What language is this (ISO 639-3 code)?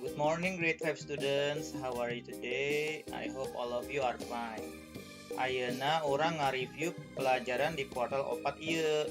sun